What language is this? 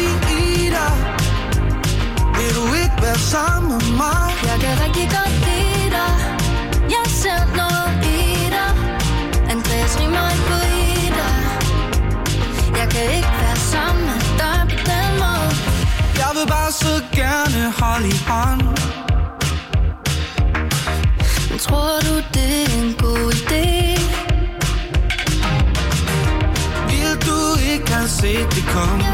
Danish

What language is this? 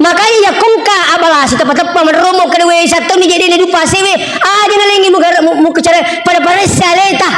Buginese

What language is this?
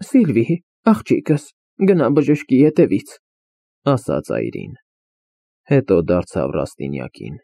Armenian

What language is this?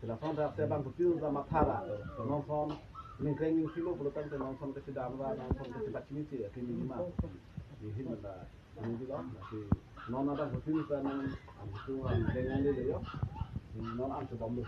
Karbi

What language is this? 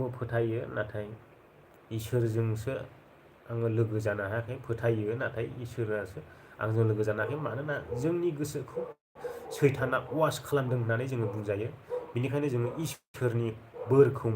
Bodo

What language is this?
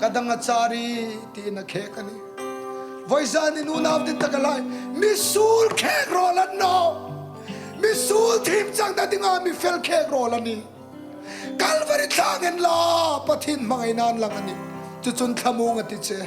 Hmar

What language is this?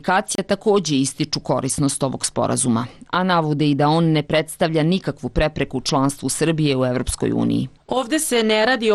Serbian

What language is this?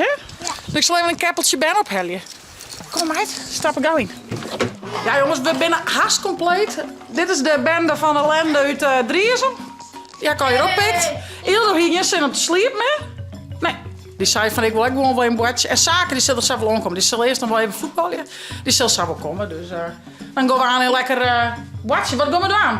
Western Frisian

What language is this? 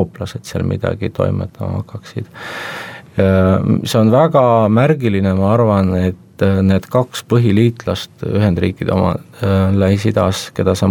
Estonian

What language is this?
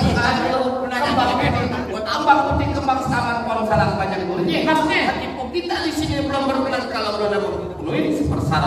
Betawi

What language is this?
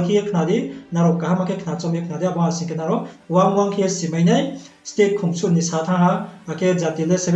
Riang (India)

